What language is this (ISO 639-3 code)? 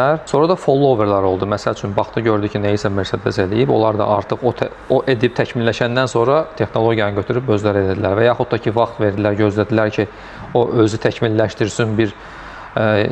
aze